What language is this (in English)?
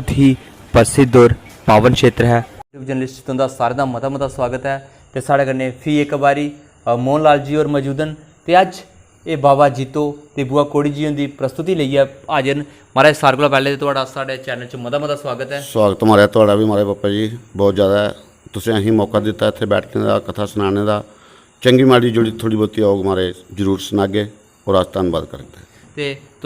Dogri